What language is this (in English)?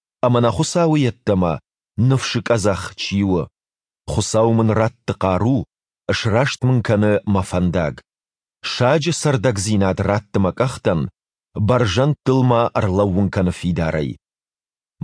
Ossetic